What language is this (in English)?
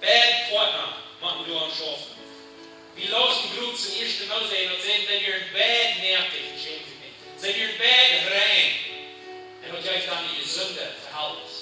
Plautdietsch